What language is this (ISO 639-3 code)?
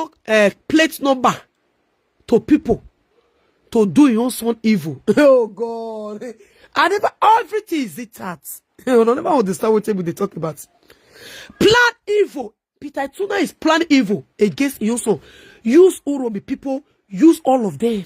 pcm